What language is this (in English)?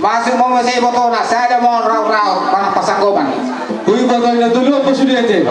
Batak Toba